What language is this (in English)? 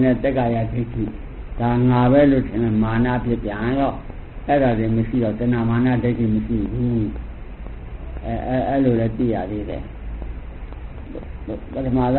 Burmese